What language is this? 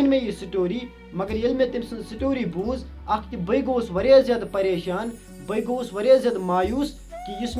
Kashmiri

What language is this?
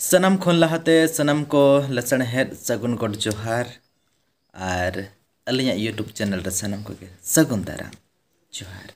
Santali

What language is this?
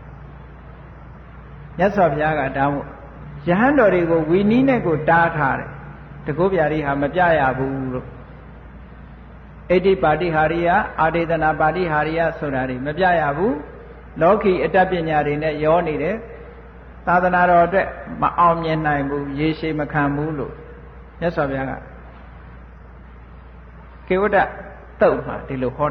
Burmese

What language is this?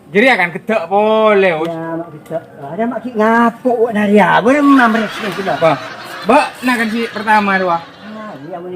Madurese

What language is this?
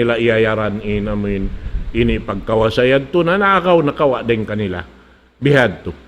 Tausug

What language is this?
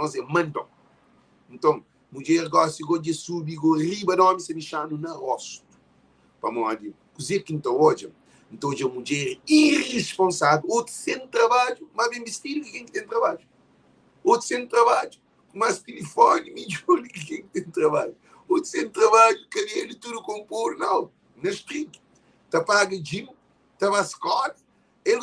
Kabuverdianu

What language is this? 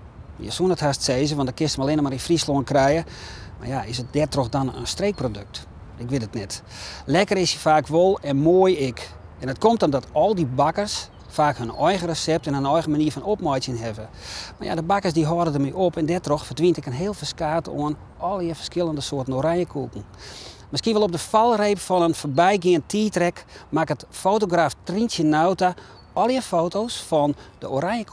Western Frisian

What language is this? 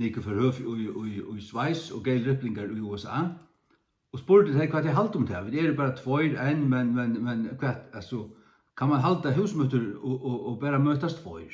Faroese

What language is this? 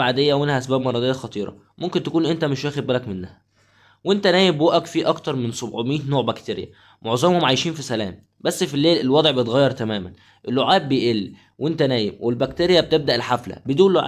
Egyptian Arabic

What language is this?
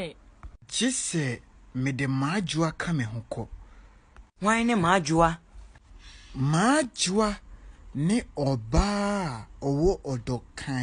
Akan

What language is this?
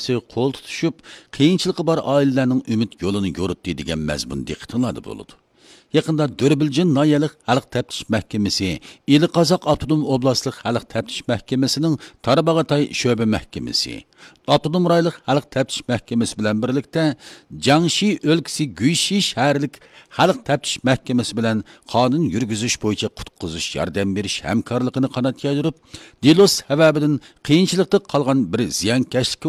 Uyghur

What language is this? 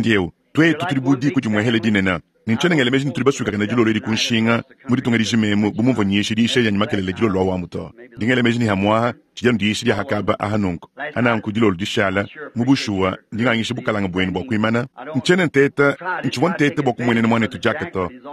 Luba-Lulua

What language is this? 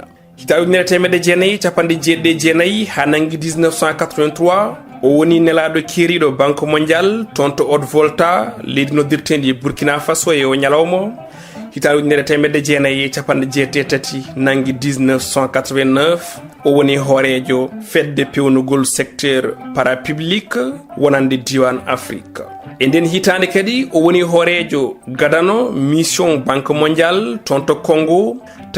Fula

